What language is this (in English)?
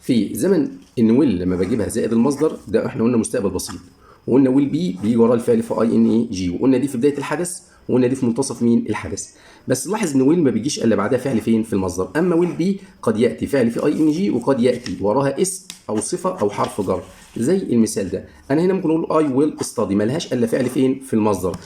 Egyptian Arabic